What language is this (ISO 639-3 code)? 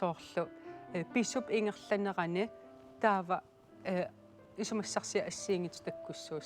kal